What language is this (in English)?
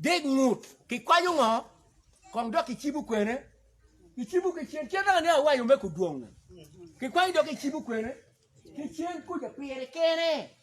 Acoli